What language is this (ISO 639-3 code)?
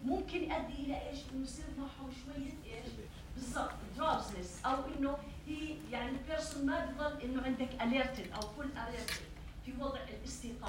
apc